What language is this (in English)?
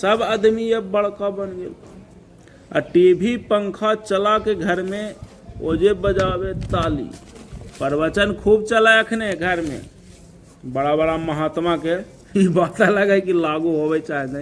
Magahi